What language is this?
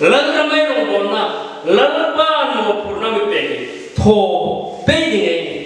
Hmar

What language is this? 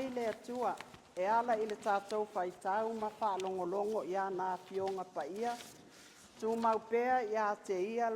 Samoan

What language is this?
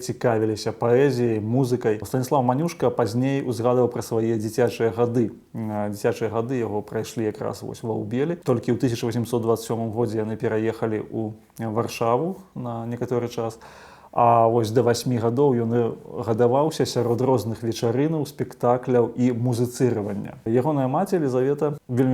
Belarusian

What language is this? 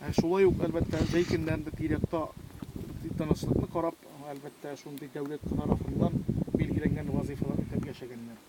Tatar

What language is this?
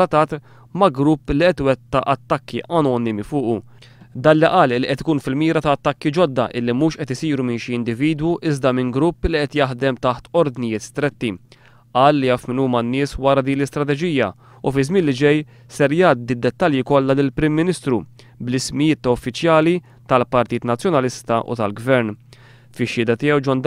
Maltese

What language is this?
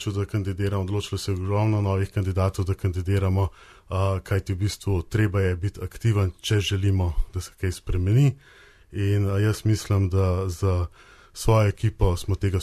Slovenian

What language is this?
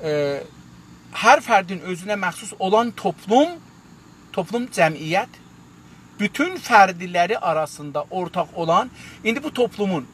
South Azerbaijani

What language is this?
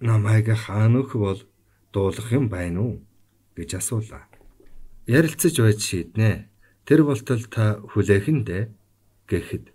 Mongolian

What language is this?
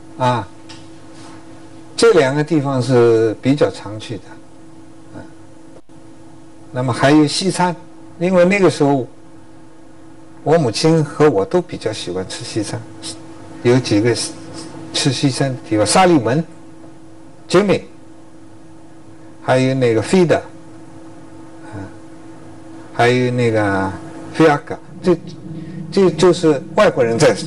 Chinese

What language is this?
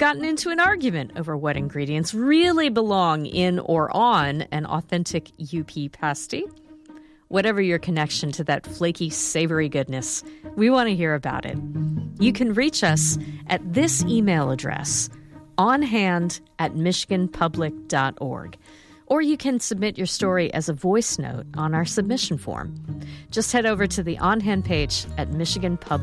English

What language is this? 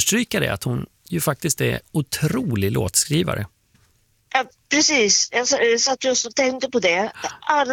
Swedish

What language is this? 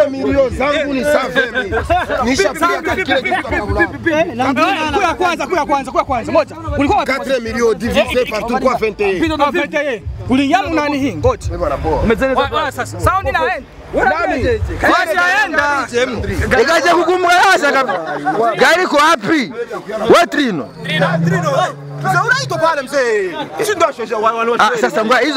Swahili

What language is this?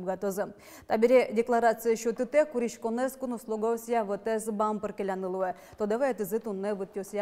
Udmurt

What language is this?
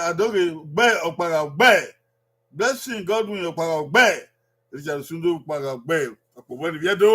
Bini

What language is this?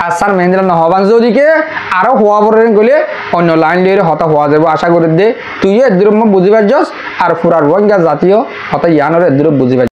Rohingya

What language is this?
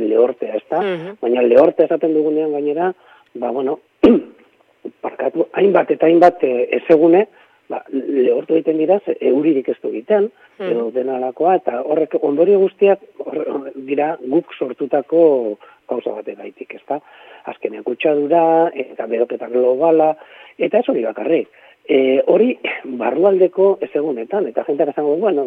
Basque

